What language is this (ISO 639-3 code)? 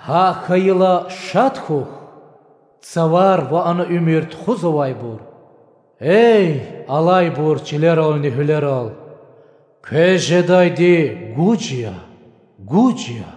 lez